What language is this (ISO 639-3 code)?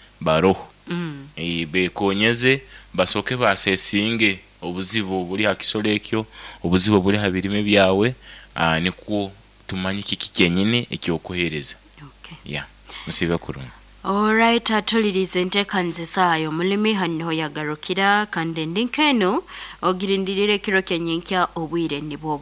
nyo